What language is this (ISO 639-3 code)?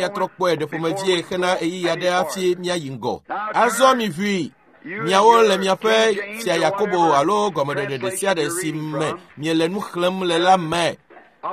ewe